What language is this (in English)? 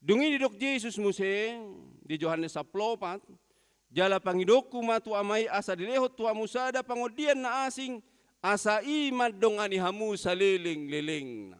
Batak Toba